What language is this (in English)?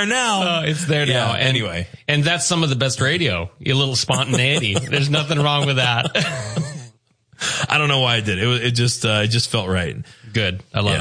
English